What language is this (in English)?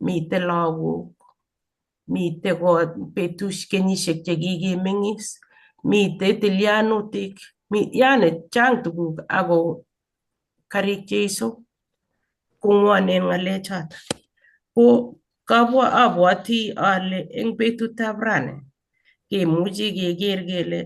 Kalenjin